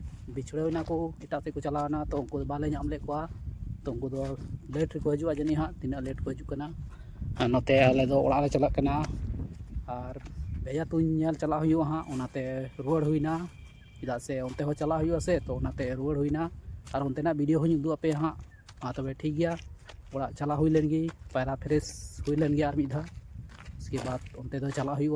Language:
Santali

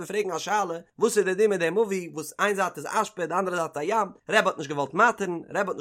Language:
Yiddish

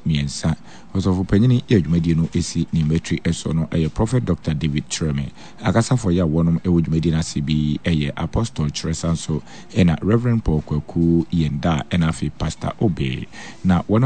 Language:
Akan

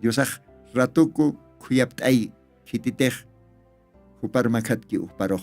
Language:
Aymara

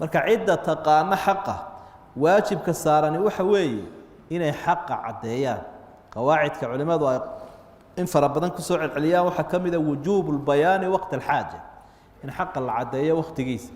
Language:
Somali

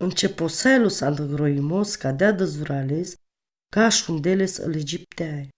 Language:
Romany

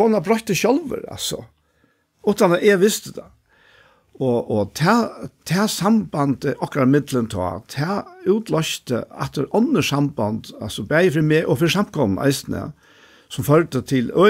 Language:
Faroese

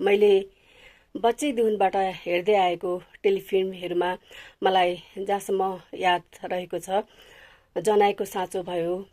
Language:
Nepali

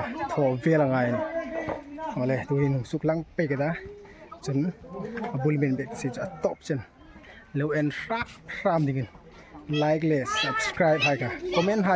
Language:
Hmar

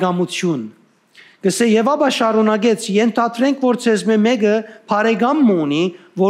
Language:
Western Armenian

